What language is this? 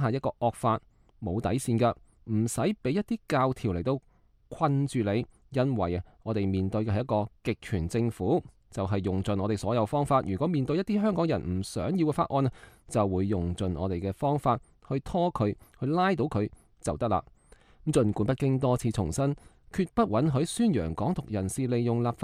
Cantonese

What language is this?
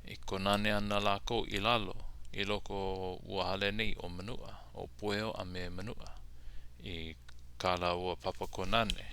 Hawaiian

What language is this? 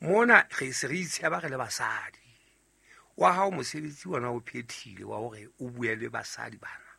Southern Sotho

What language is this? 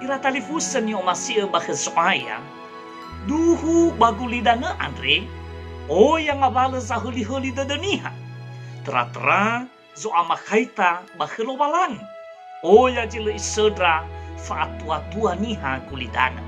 Nias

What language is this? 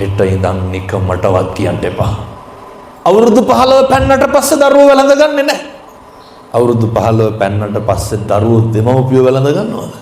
Sinhala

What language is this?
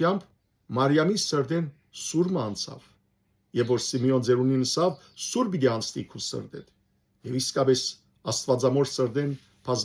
Western Armenian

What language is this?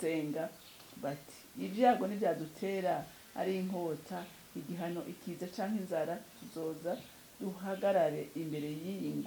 Rundi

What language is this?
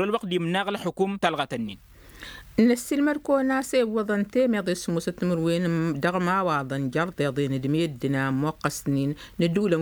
Tamasheq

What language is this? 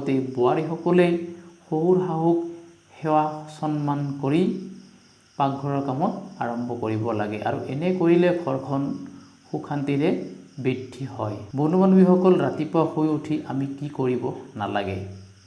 Assamese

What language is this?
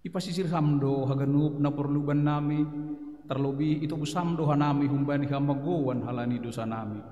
Batak Simalungun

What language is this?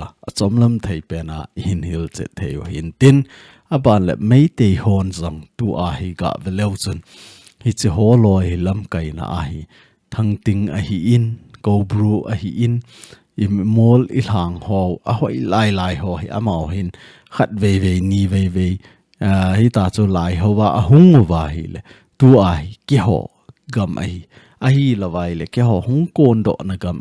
Thado Chin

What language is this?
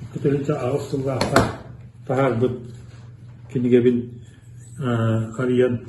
Yakut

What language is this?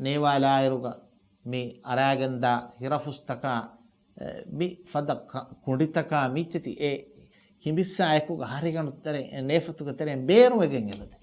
Divehi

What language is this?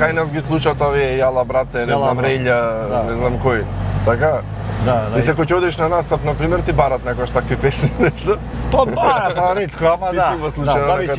Macedonian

